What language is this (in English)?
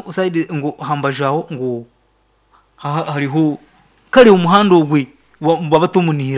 Nyankole